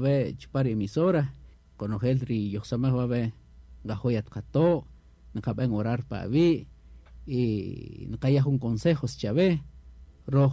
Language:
Kaqchikel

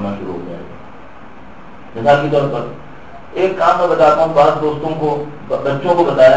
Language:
Urdu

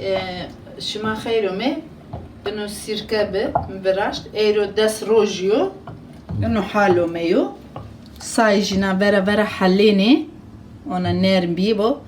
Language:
Zaza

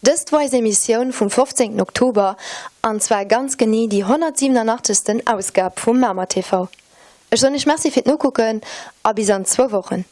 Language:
Luxembourgish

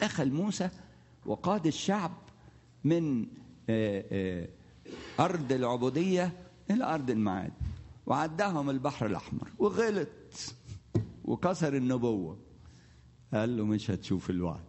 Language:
Egyptian Arabic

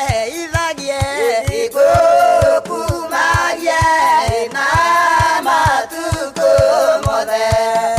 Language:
Kikuyu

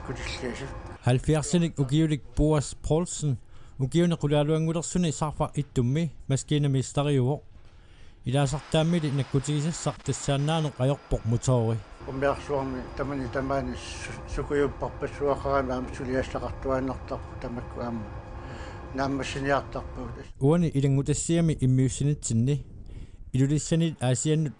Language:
Kalaallisut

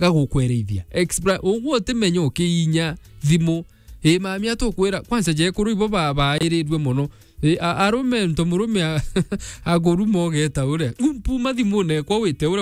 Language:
Meru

